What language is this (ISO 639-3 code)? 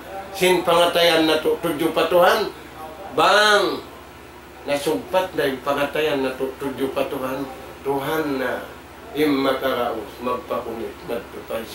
tsg